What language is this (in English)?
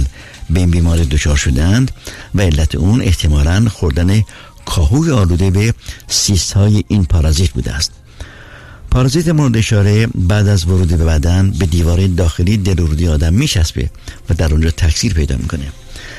Persian